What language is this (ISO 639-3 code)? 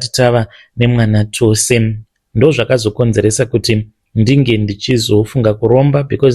sna